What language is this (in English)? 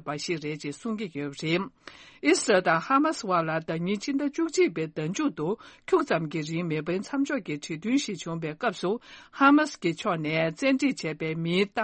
Tibetan